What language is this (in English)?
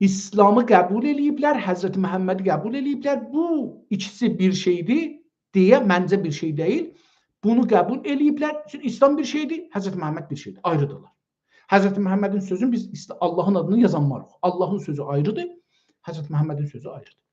South Azerbaijani